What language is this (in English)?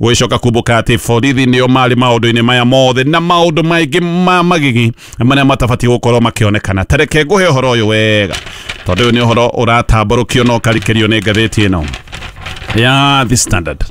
Kikuyu